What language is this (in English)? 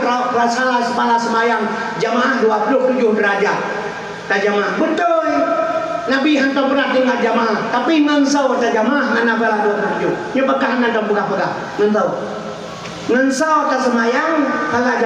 Achinese